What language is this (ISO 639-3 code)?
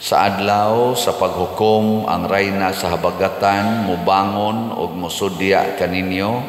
ceb